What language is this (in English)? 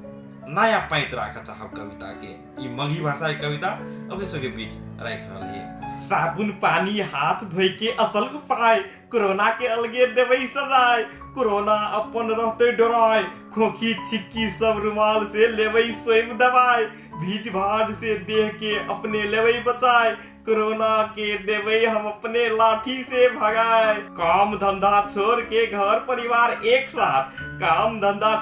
Magahi